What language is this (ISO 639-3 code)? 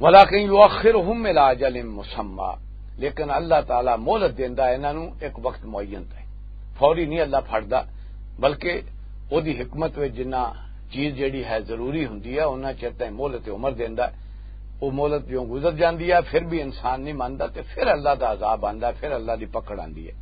lah